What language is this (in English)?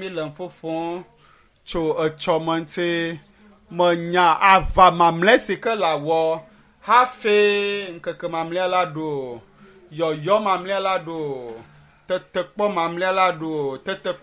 Ewe